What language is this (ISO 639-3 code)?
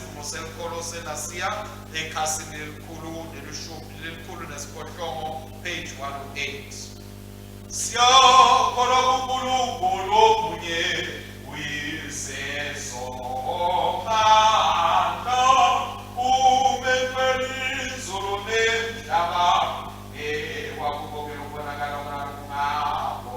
ssw